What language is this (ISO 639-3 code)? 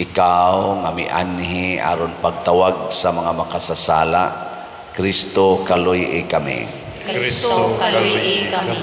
ceb